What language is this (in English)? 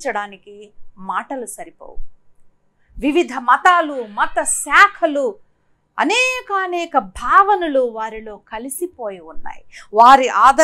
Telugu